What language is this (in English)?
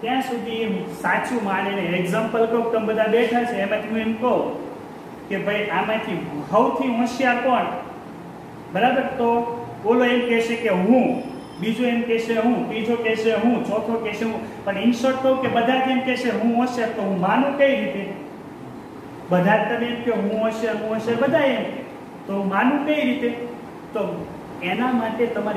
Gujarati